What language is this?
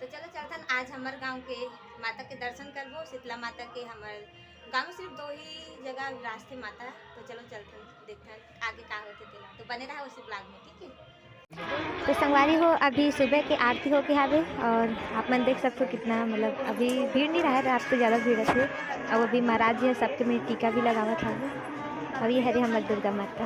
Chhattisgarhi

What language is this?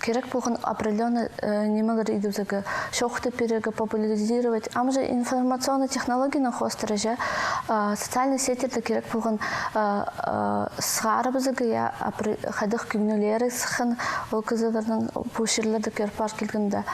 Khakas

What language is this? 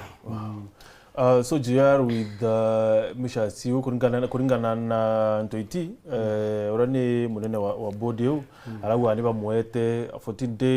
Meru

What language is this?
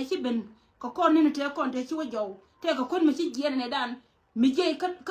Nuer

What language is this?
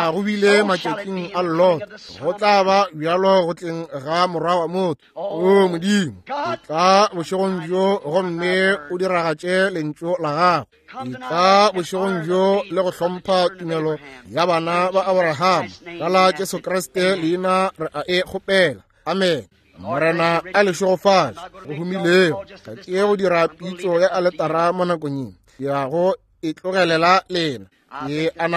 Northern Sotho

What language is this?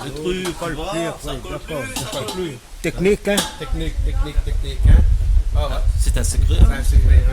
Réunion Creole French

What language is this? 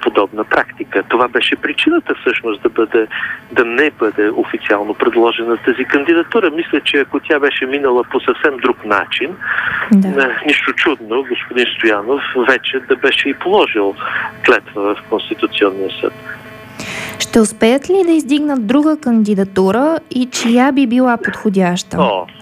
Bulgarian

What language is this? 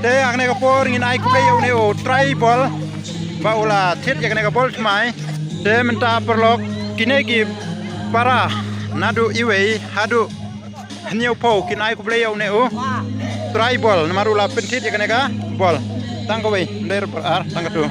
Khasi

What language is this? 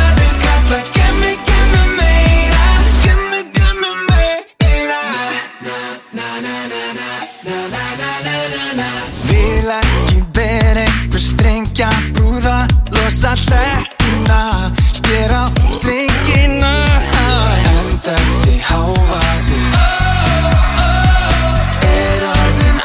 Icelandic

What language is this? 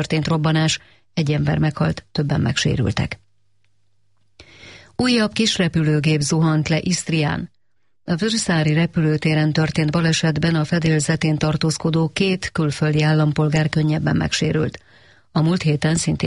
Hungarian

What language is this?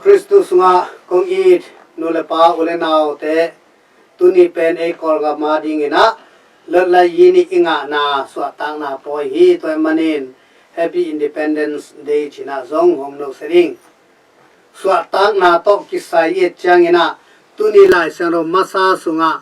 Tedim Chin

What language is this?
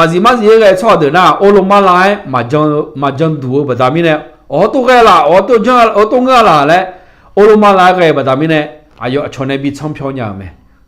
Akha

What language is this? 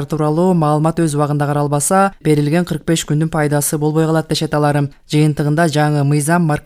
Kyrgyz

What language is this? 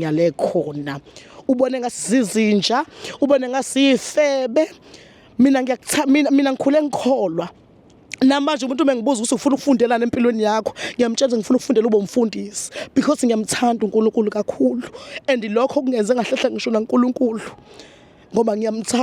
Zulu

